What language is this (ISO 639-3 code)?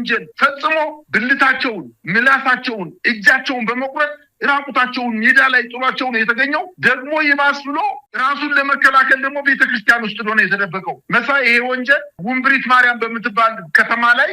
amh